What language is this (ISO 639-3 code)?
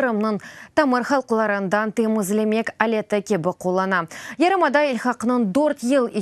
crh